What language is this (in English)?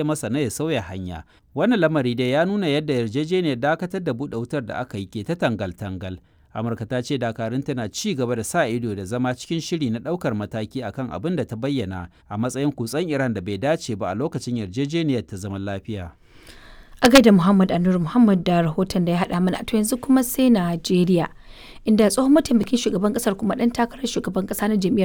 Hausa